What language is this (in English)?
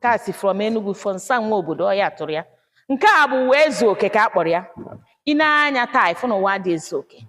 Igbo